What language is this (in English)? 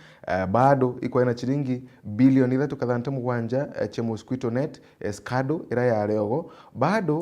Meru